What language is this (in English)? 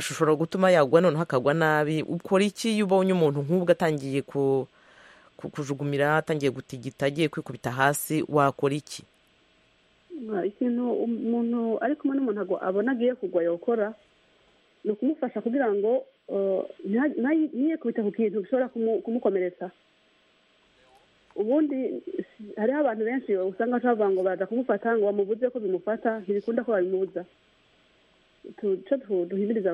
Kinyarwanda